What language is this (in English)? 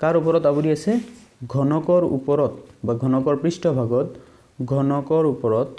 Assamese